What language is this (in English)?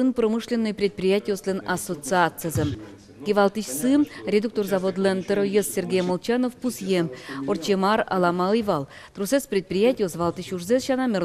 Udmurt